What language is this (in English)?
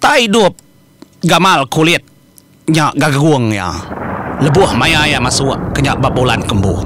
Iban